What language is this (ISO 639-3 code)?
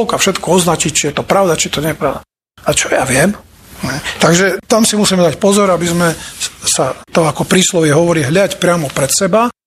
slk